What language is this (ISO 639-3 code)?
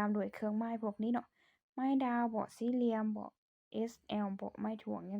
lao